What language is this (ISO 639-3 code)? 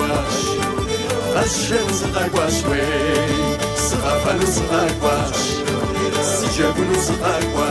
kbd